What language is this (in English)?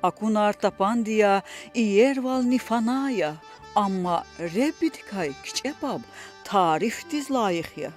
Lezghian